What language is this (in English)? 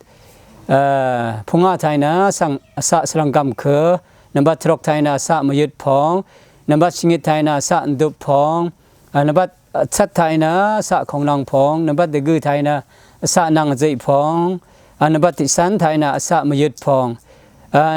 Rawang